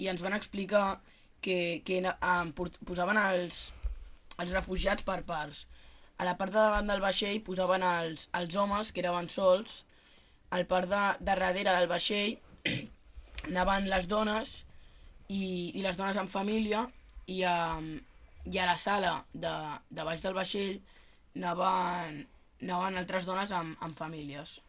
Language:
Catalan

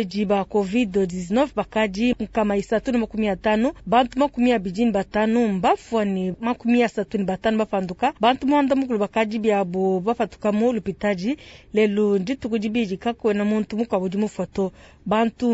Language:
Luba-Lulua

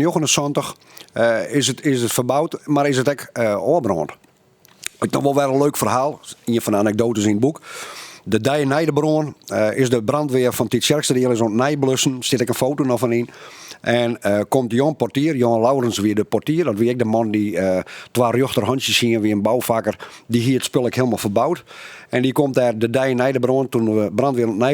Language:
Western Frisian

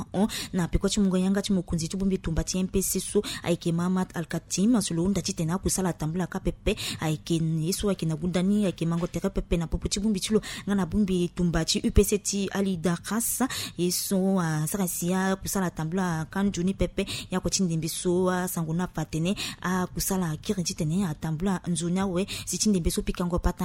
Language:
Sango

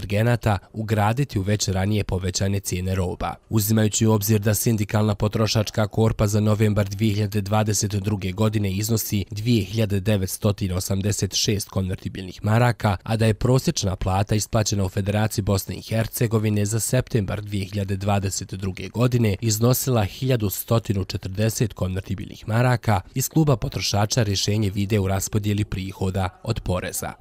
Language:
Bosnian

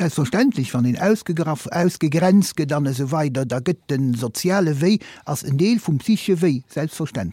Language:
Luxembourgish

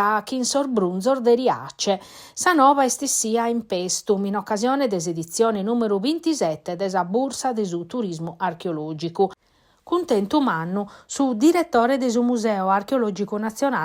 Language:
Sardinian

